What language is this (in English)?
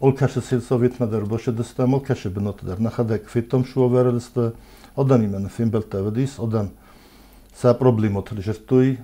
Ossetic